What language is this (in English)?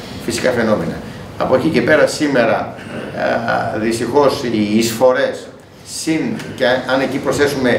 Greek